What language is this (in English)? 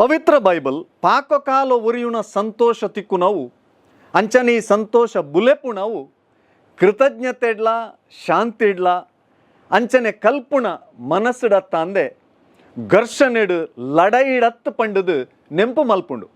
Tulu